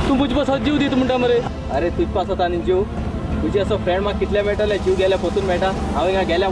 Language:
Konkani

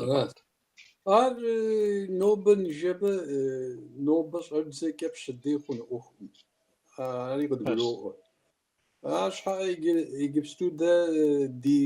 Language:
Kabardian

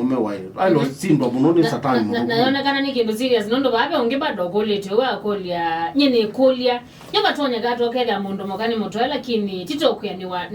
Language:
Kamba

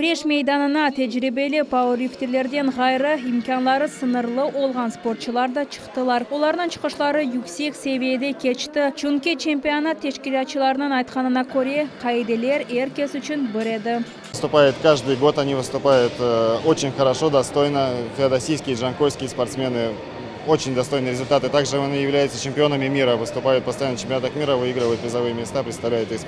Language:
Crimean Tatar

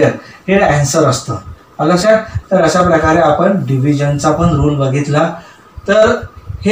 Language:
Marathi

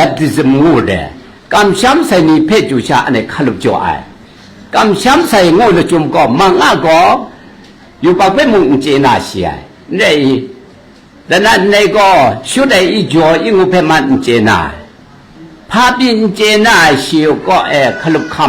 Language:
Kachin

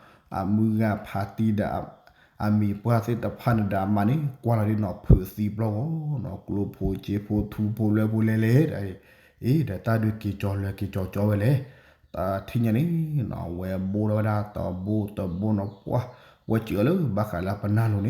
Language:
S'gaw Karen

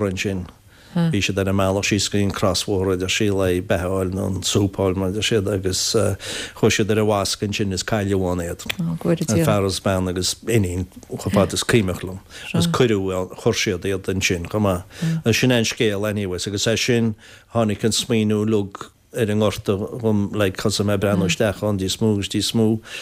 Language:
Irish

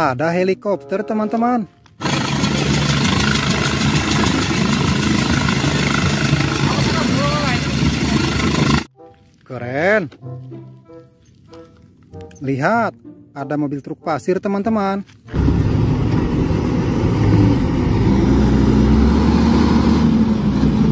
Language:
Indonesian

